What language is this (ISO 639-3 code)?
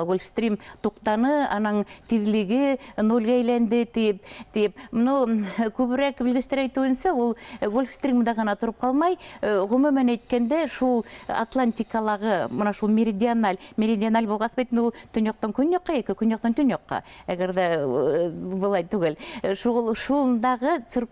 bak